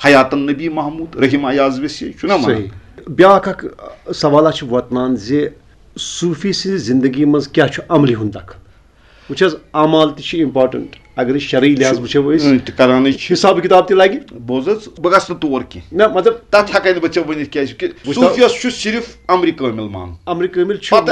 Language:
Kashmiri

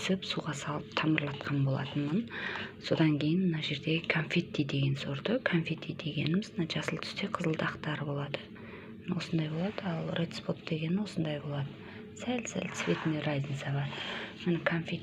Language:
Kazakh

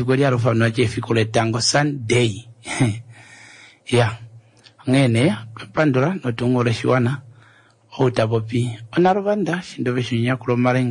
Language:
Kuanyama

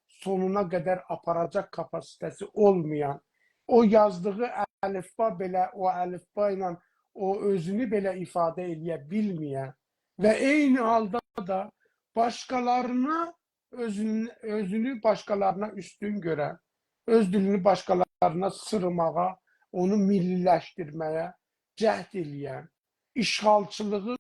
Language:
South Azerbaijani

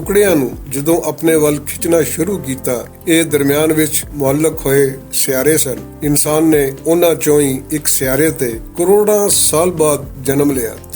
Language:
Western Panjabi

